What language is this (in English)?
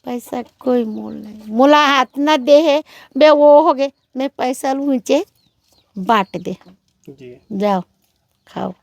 Chhattisgarhi